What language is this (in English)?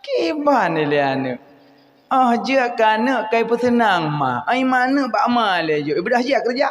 Achinese